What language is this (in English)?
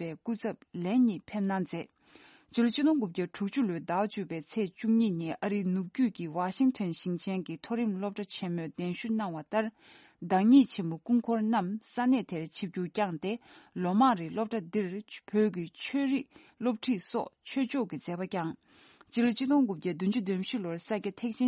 Tibetan